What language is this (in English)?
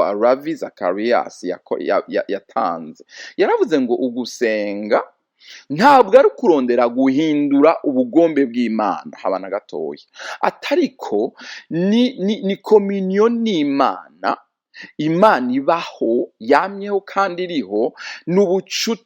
Rundi